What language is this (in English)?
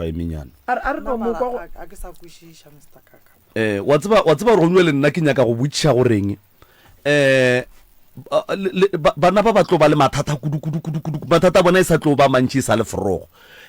Northern Sotho